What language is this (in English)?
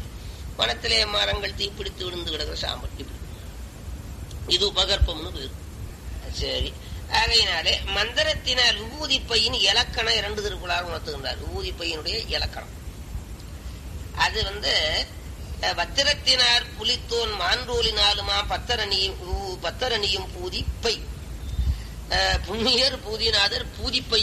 Tamil